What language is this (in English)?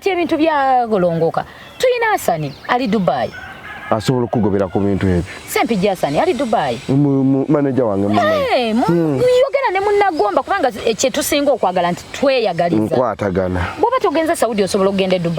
Ganda